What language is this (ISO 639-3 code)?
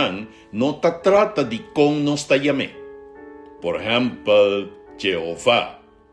pap